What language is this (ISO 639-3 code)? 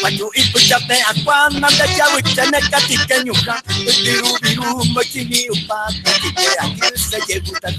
grn